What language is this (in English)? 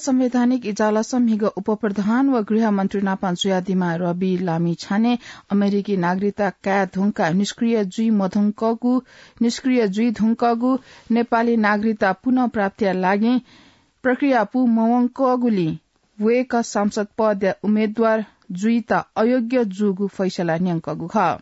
Newari